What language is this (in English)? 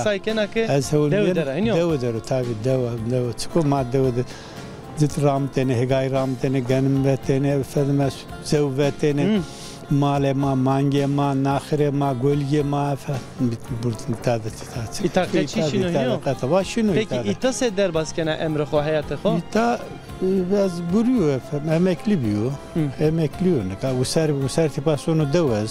Zaza